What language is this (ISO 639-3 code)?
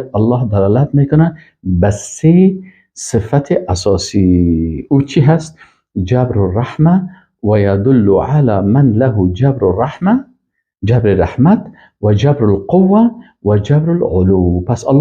fas